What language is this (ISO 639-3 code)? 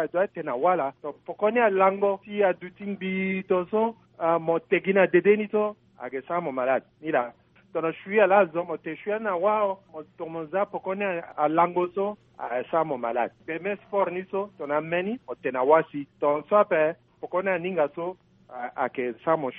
sag